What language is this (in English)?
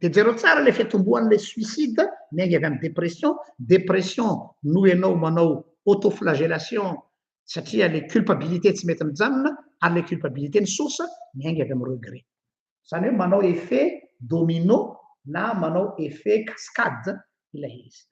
Malagasy